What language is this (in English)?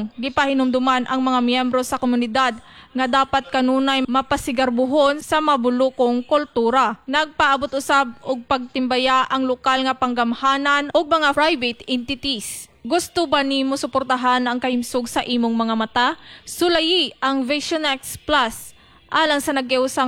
Cebuano